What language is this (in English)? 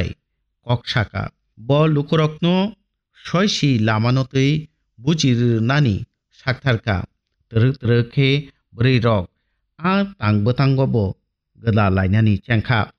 Kok Borok